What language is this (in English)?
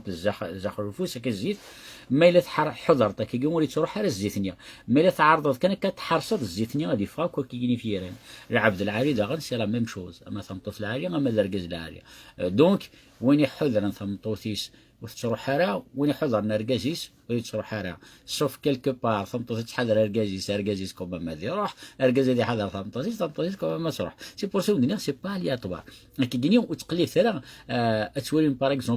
Kabyle